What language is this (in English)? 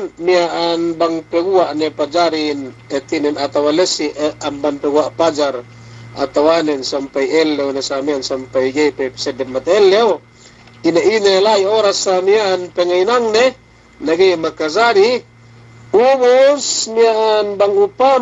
Yakan